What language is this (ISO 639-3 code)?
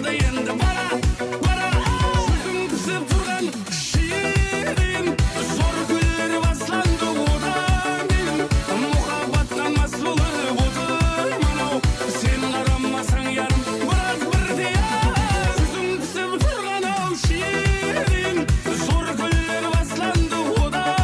kaa